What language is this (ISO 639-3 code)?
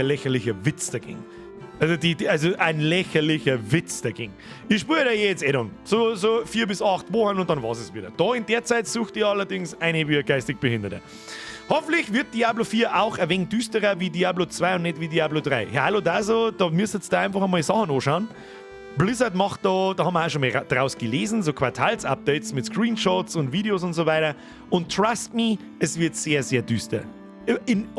bar